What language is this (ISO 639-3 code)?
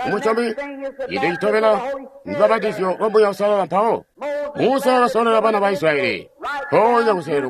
toi